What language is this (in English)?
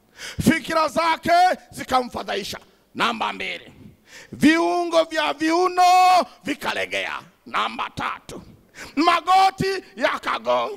Swahili